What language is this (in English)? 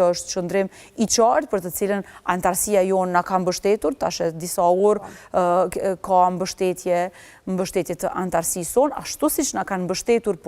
Albanian